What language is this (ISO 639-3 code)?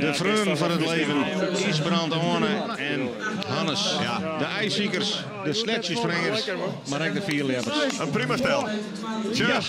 fry